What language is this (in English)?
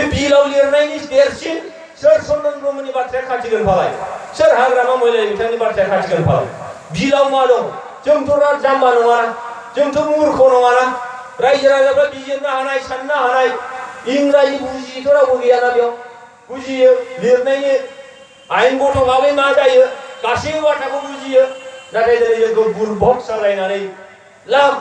Bodo